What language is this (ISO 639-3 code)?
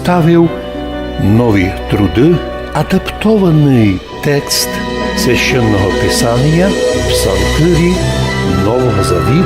rue